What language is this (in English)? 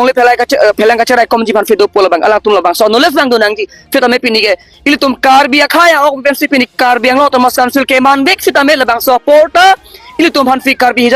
Karbi